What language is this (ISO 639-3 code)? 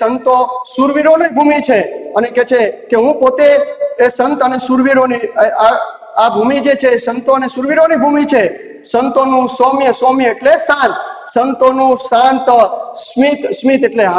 guj